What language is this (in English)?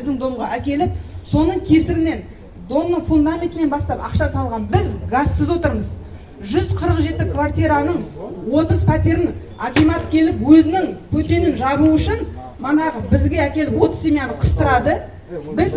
Kazakh